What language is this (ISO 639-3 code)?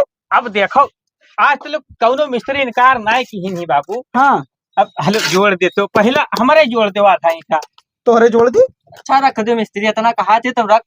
awa